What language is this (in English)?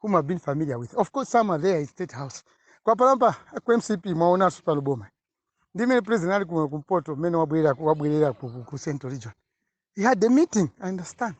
Nyanja